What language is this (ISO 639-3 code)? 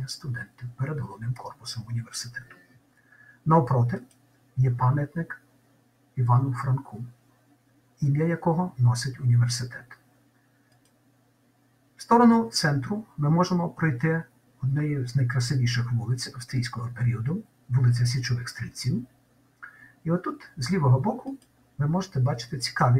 ukr